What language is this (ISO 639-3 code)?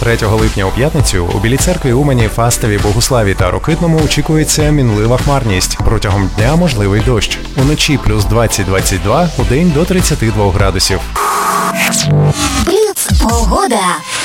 ukr